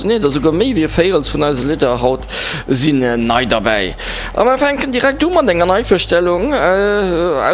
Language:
Luxembourgish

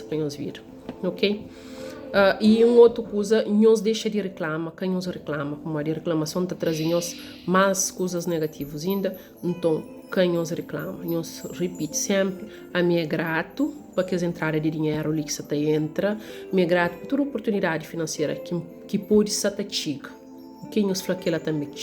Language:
Kabuverdianu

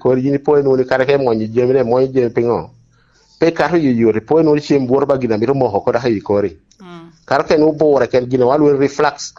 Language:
Lango (Uganda)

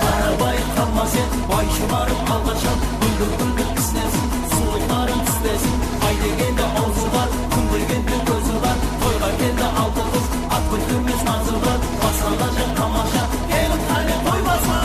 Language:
Kara-Kalpak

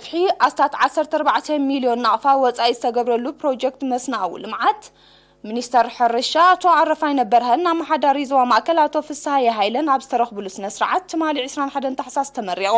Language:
Tigrinya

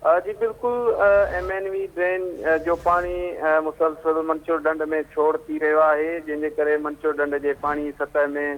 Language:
Sindhi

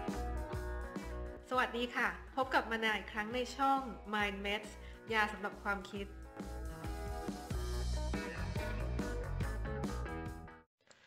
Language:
Thai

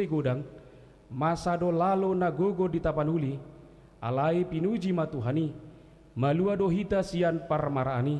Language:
Batak Toba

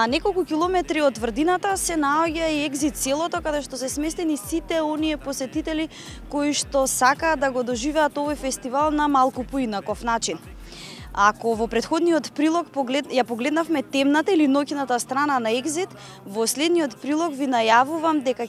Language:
Macedonian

